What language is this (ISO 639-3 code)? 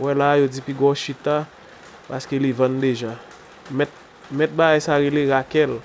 hat